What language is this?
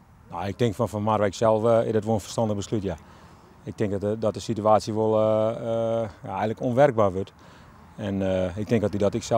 Western Frisian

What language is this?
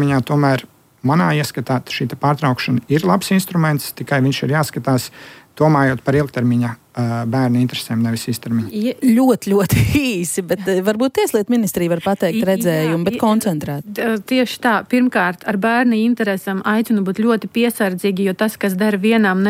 Latvian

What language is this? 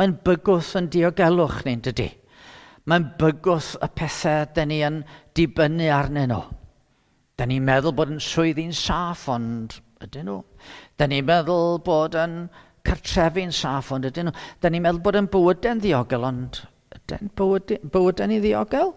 Welsh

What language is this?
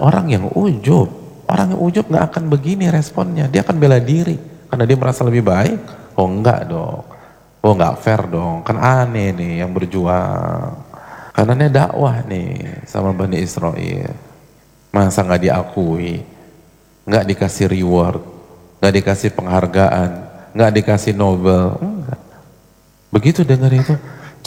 Indonesian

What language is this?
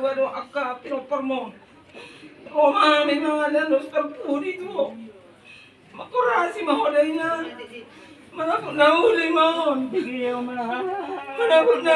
Batak Toba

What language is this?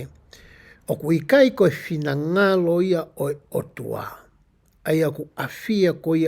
Tongan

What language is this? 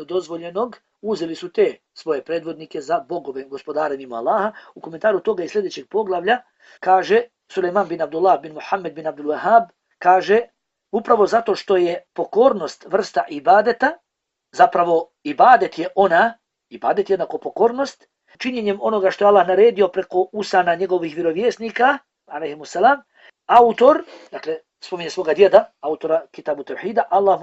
Bosnian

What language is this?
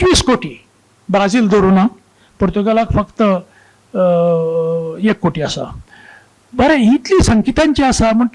Konkani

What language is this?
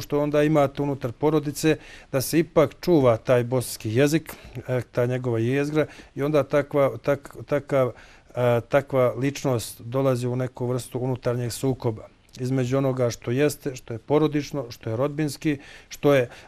Bosnian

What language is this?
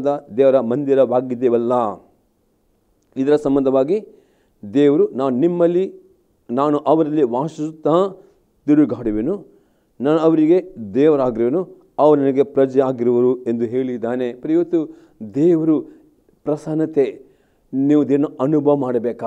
Kannada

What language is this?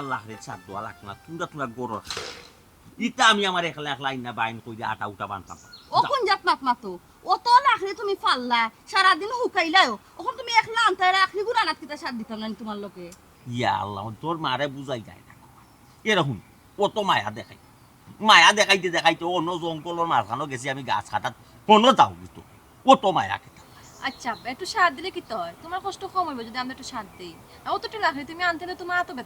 Sylheti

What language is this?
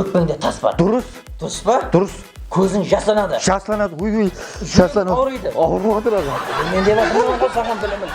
Kara-Kalpak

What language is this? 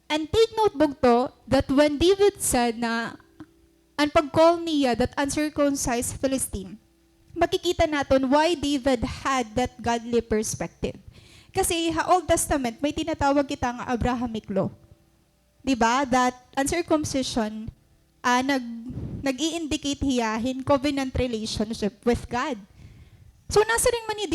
Waray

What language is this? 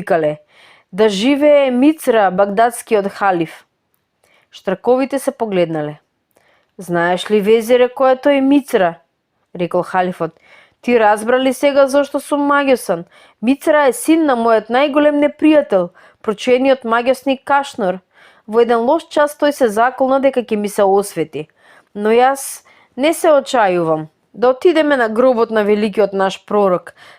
Macedonian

